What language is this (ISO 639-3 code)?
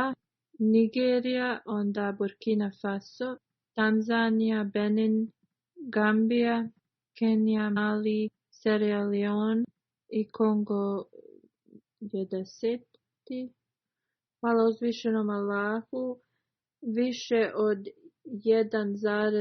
bos